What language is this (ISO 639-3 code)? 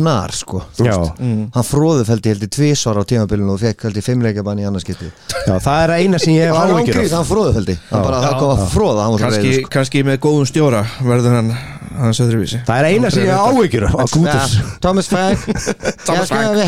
isl